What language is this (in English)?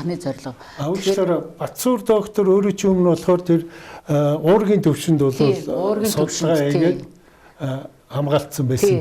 Mongolian